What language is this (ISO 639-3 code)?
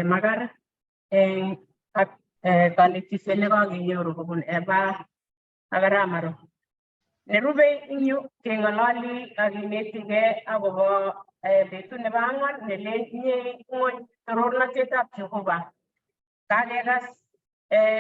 kln